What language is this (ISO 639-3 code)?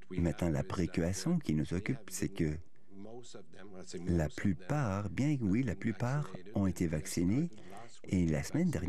fra